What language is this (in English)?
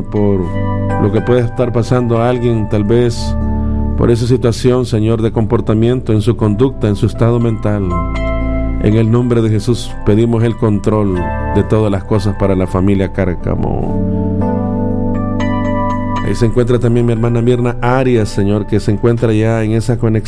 Spanish